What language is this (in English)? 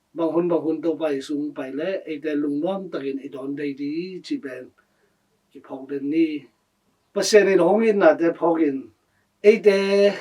Tedim Chin